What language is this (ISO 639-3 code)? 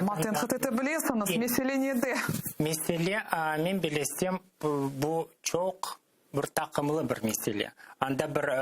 crh